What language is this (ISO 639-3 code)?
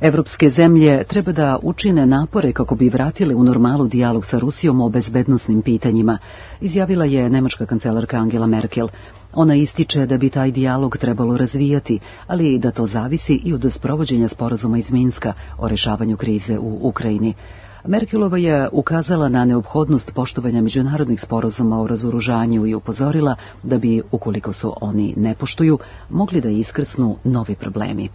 srp